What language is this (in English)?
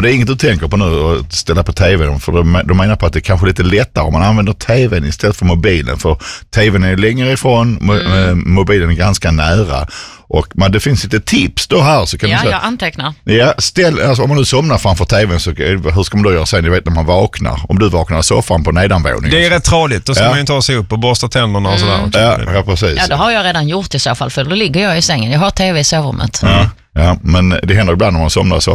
Swedish